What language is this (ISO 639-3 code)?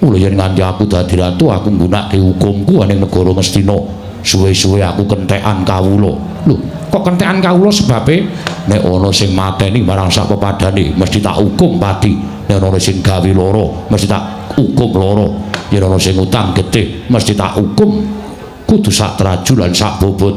jav